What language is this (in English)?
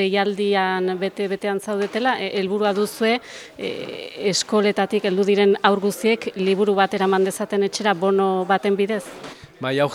Basque